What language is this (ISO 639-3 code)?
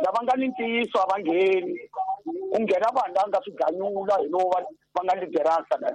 tso